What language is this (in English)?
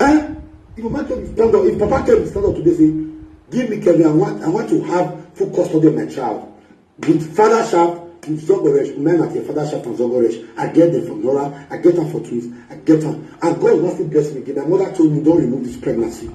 Nigerian Pidgin